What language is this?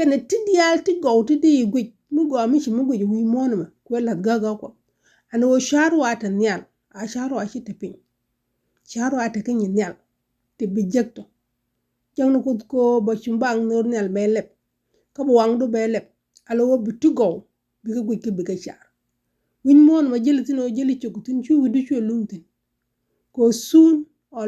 Nuer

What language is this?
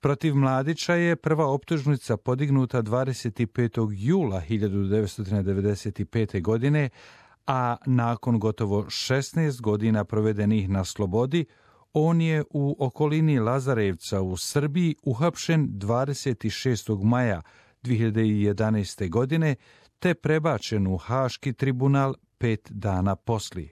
Croatian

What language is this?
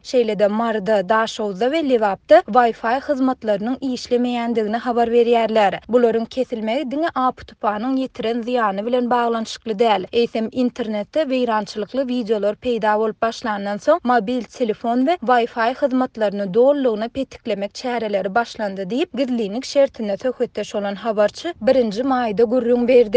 Turkmen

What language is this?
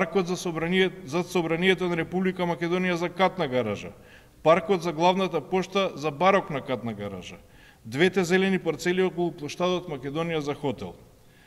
Macedonian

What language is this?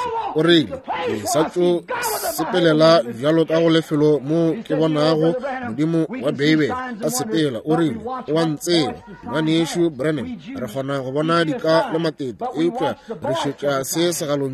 Northern Sotho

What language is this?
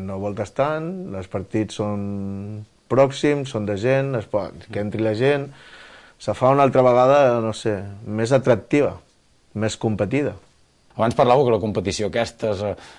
Catalan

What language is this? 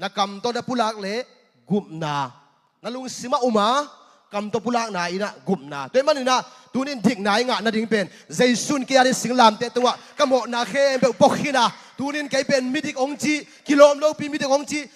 Tedim Chin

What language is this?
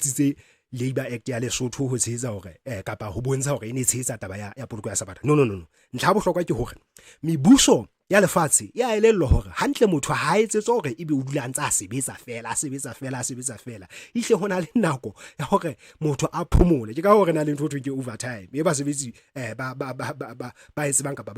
Southern Sotho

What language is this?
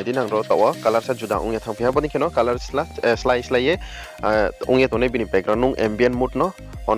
Riang (India)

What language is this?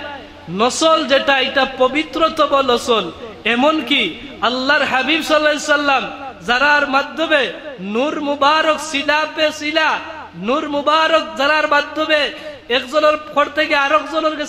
Sylheti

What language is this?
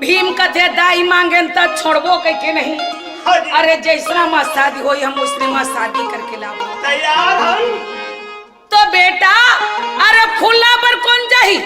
Chhattisgarhi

